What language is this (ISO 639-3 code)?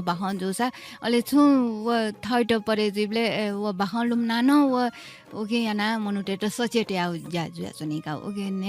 new